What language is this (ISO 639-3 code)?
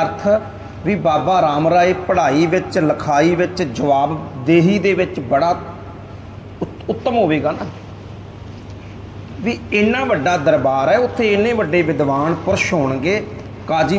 pan